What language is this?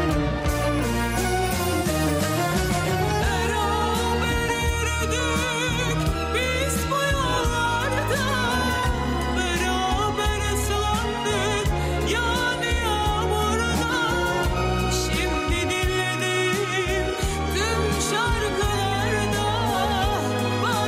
Turkish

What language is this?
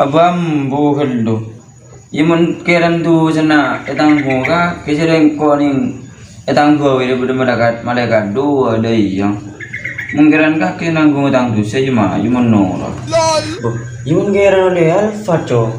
Madurese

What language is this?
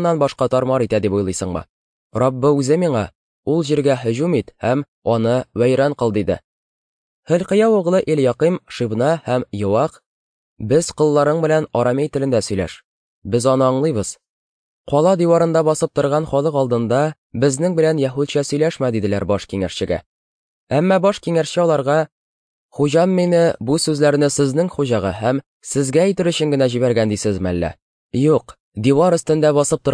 Tatar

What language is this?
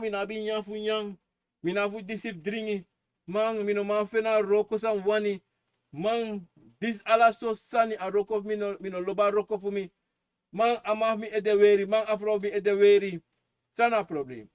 Sranan Tongo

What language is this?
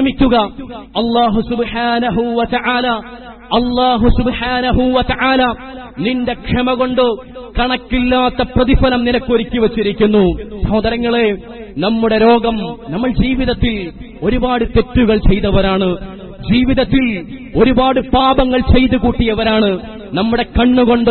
Malayalam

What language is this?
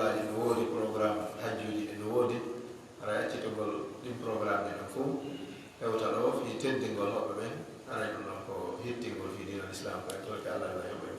Pular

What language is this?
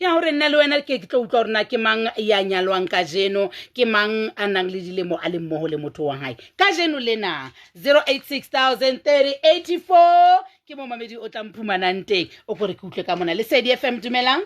Southern Sotho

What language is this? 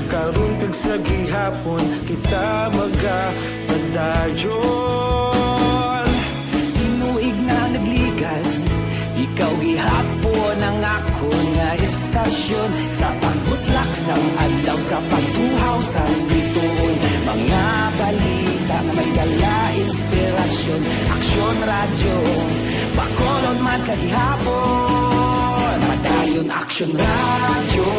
Hiligaynon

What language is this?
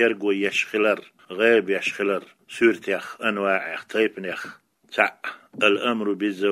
Chechen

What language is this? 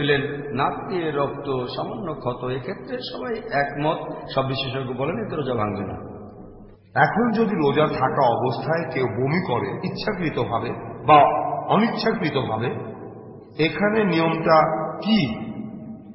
Bangla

